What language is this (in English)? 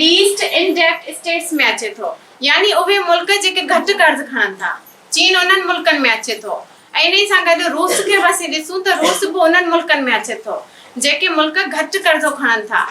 Sindhi